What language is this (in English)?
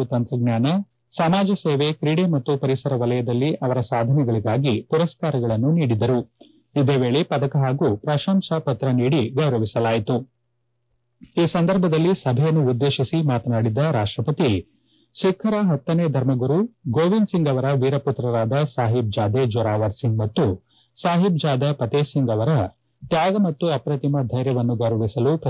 Kannada